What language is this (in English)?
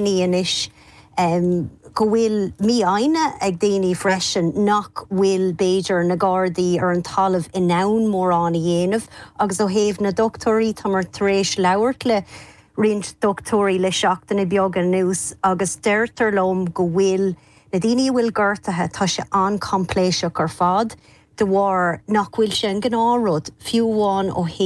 Irish